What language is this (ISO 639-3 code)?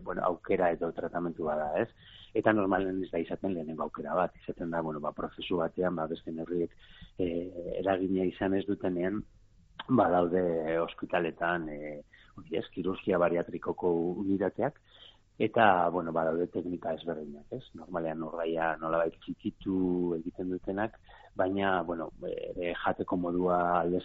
eus